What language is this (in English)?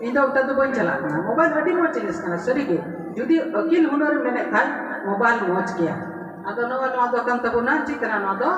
Santali